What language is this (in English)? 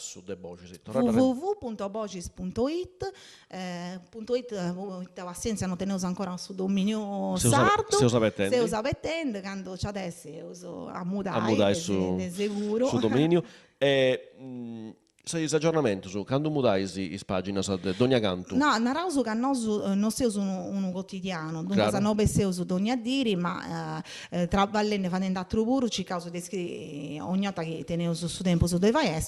Sardinian